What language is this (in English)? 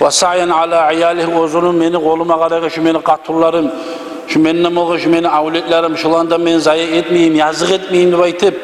Kumyk